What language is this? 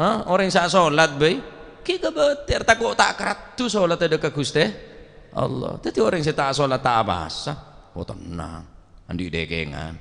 Madurese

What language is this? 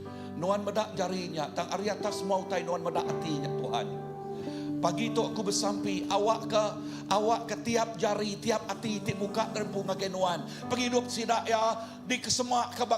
Iban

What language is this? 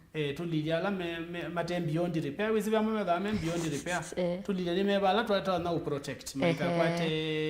Kamba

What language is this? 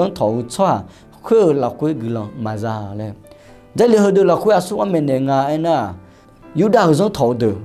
Akha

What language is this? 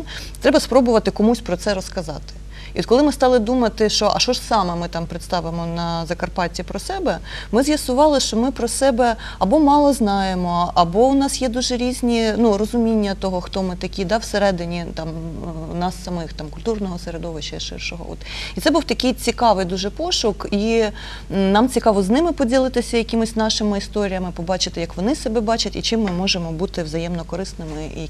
Ukrainian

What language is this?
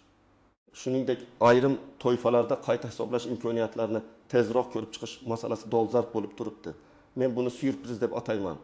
Uzbek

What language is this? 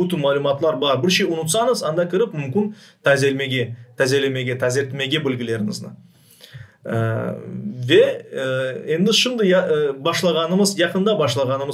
Crimean Tatar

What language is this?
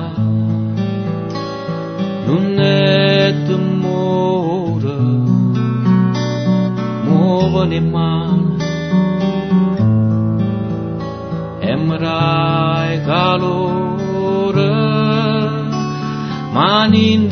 Italian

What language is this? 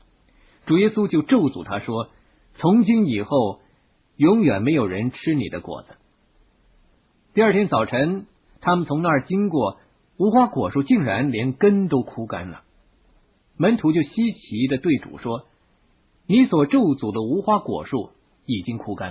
Chinese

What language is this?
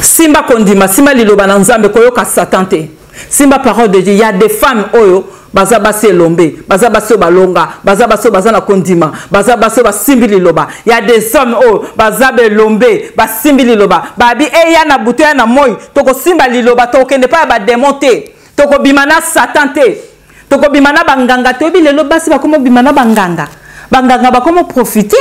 Lingala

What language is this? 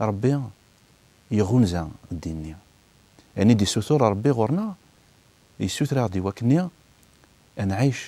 Kabyle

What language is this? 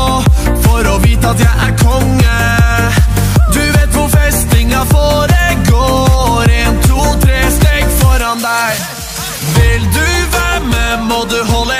Norwegian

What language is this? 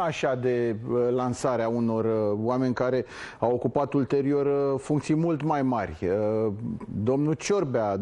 Romanian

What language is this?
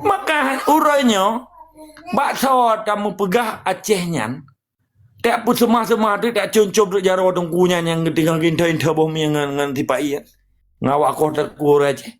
Achinese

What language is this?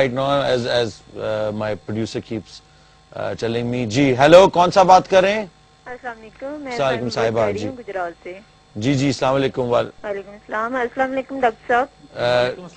Urdu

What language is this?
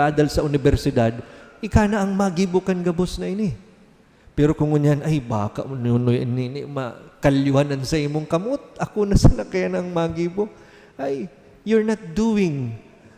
Bikol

